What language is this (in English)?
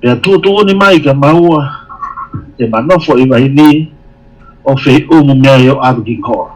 Tongan